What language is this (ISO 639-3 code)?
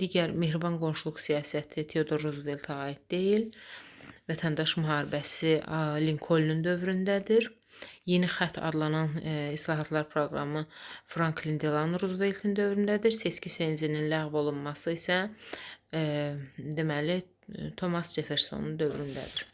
aze